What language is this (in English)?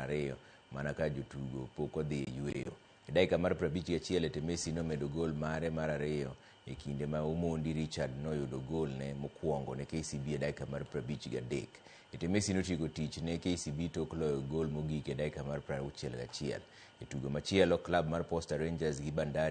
Luo (Kenya and Tanzania)